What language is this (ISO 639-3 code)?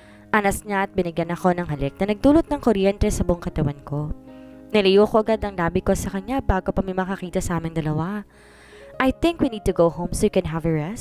fil